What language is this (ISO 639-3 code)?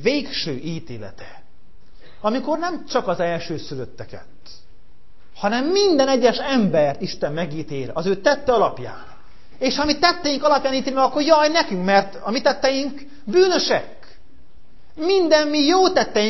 hun